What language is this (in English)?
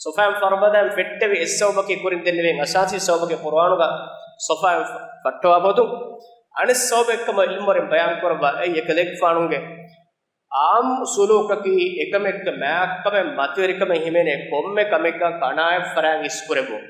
Divehi